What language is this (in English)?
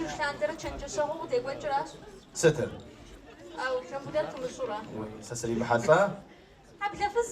Kabardian